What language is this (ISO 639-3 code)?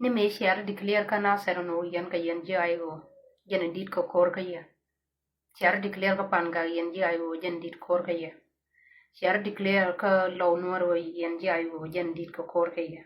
nus